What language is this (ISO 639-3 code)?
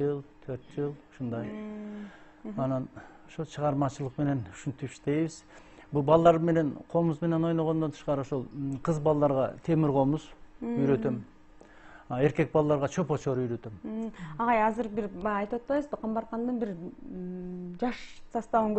kir